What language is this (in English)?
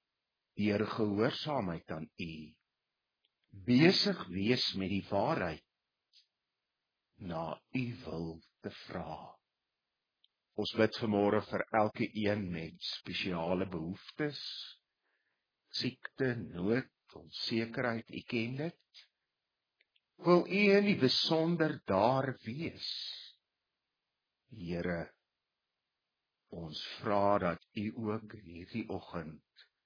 Afrikaans